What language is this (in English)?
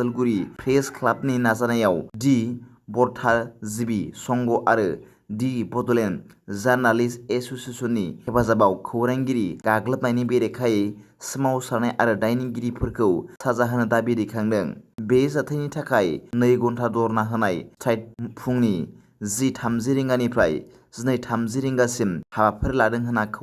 Bodo